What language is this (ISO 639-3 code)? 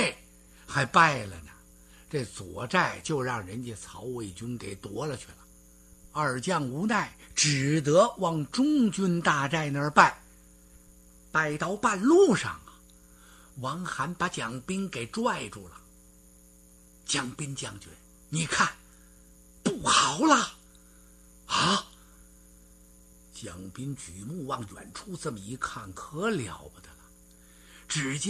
zho